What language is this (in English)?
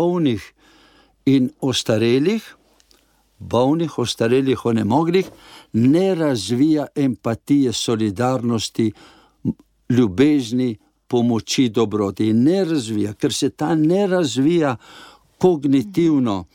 Slovenian